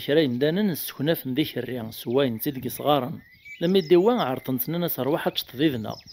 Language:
Kabyle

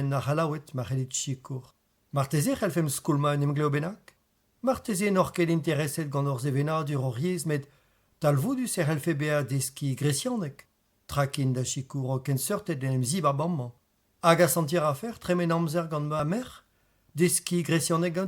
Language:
Breton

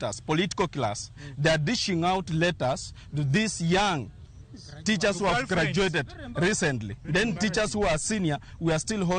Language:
Luo (Kenya and Tanzania)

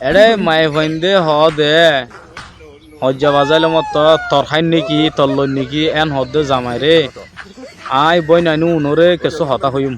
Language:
Rohingya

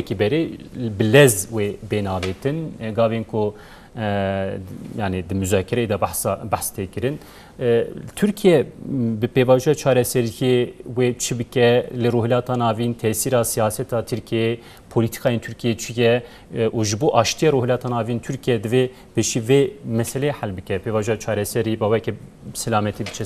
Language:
Kurdish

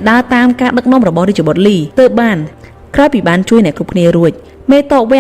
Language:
Khmer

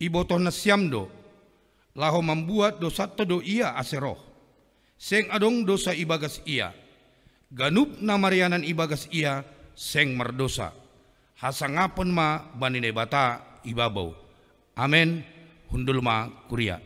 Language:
Batak Simalungun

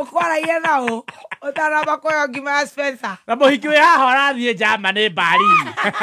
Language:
Kikuyu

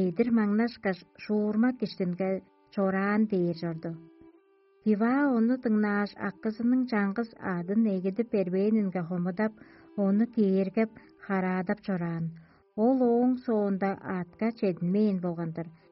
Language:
Tuvinian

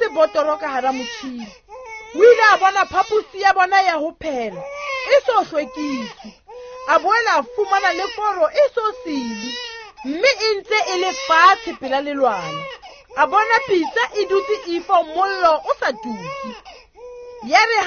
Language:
Southern Sotho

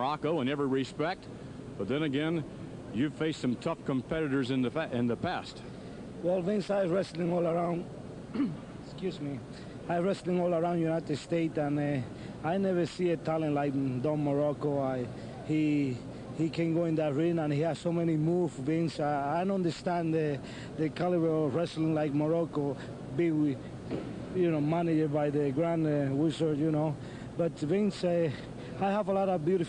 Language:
English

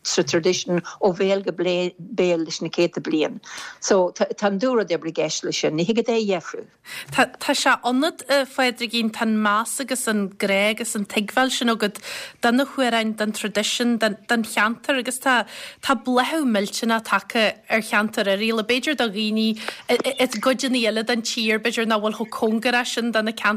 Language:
Irish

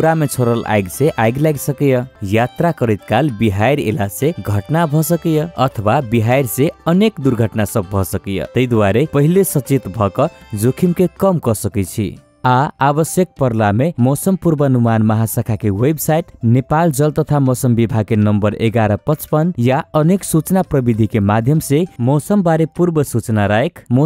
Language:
Maithili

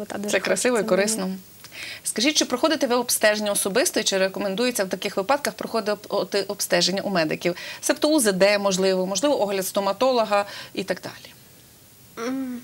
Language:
Ukrainian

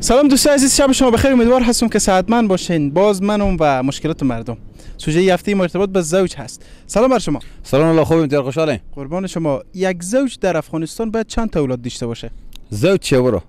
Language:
Persian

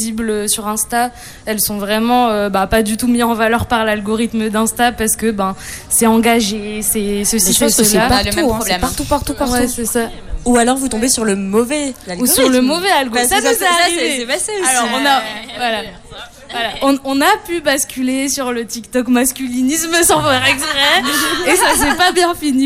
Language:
French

